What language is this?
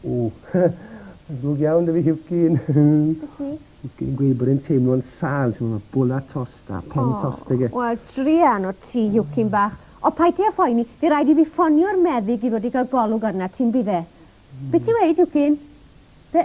Welsh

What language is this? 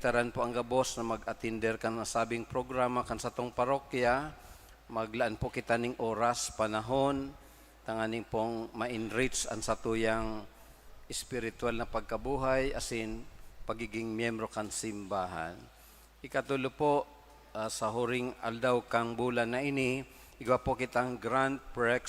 Bikol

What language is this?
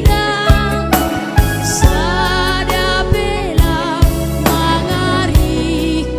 Batak Simalungun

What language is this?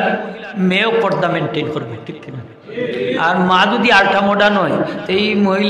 Sylheti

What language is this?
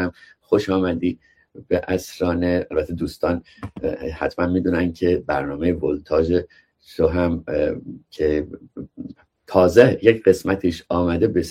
Persian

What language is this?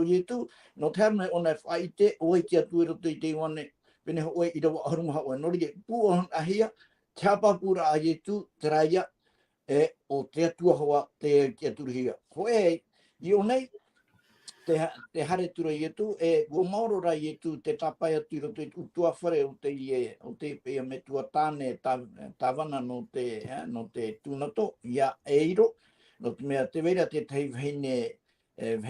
Tahitian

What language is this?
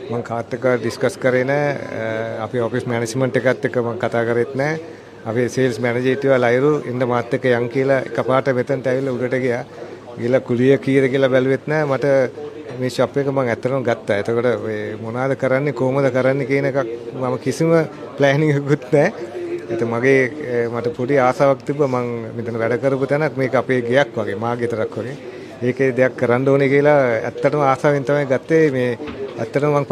Sinhala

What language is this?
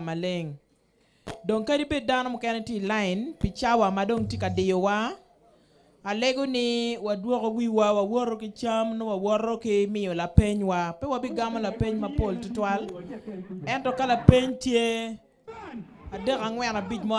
Acoli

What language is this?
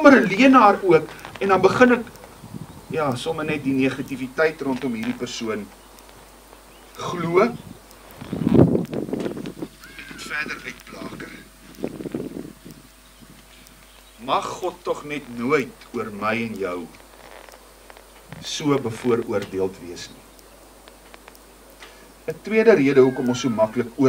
Afrikaans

